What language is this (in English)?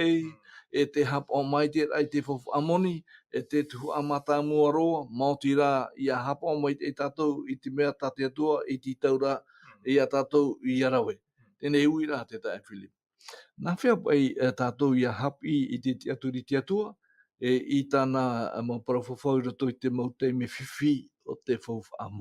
Tahitian